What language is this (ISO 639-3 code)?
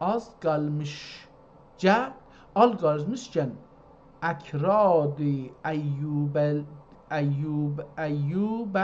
azb